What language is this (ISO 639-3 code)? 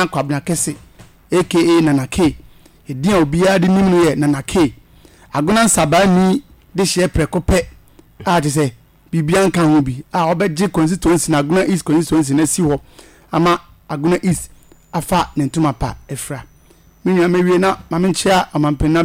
aka